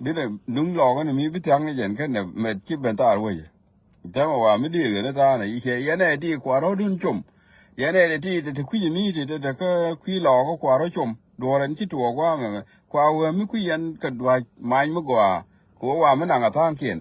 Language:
Nuer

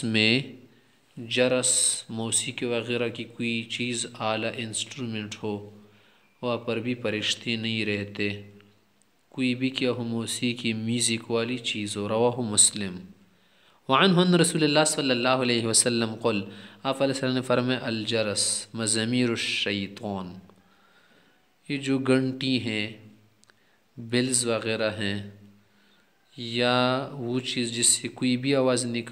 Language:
Urdu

